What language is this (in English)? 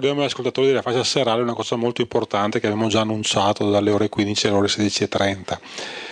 Italian